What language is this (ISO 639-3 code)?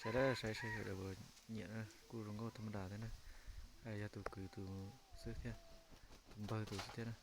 hmn